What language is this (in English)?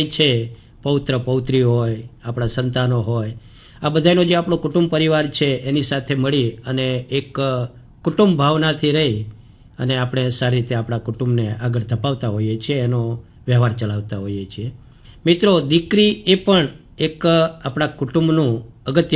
Gujarati